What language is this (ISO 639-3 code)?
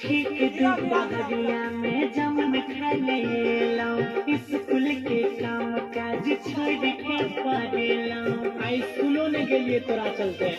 mai